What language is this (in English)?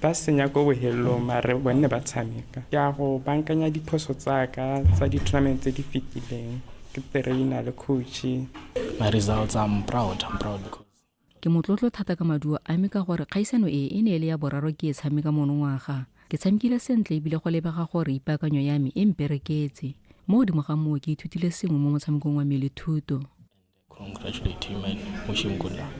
Tswana